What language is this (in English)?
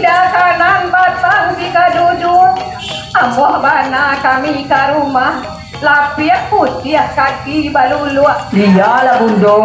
Minangkabau